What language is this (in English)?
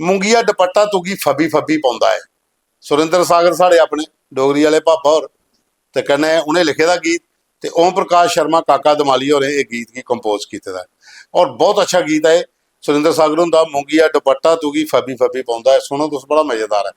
Dogri